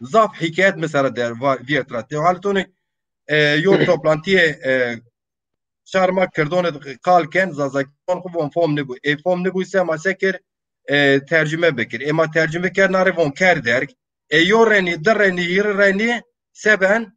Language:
Zaza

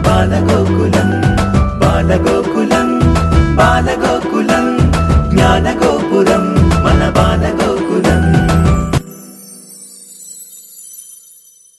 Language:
Telugu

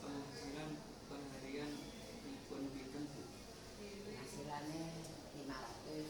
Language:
Javanese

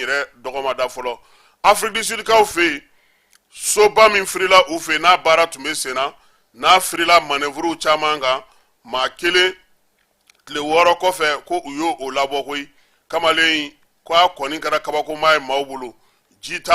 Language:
Bambara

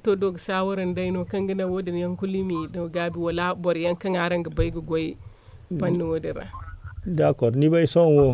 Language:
Zarma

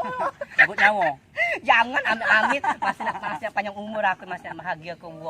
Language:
Musi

